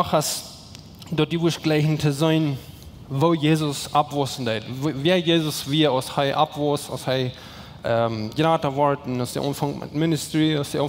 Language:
Plautdietsch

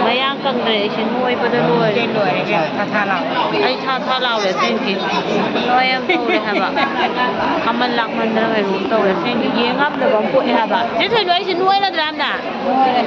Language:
Manipuri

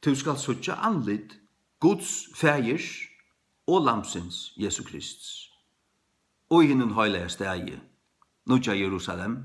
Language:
Faroese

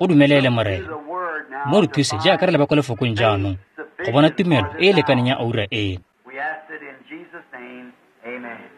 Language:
Tswana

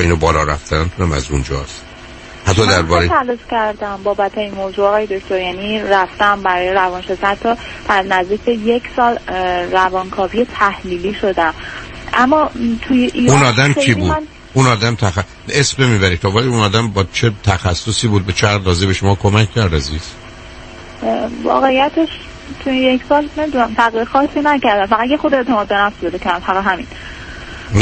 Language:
Persian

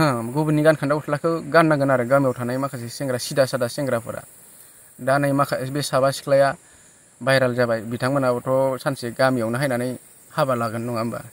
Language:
Bodo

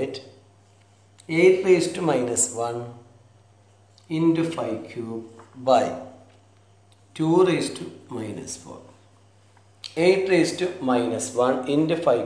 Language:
Malayalam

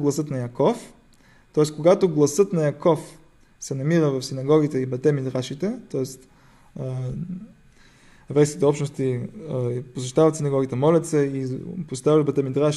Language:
Bulgarian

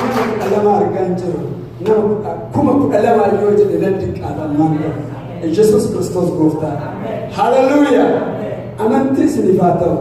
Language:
Oromo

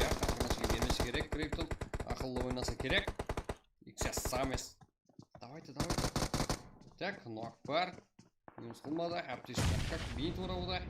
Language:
Kara-Kalpak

